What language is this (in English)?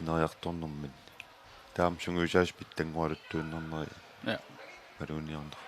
Kalaallisut